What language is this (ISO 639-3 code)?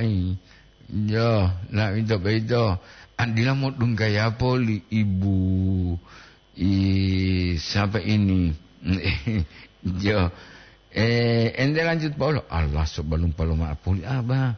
gor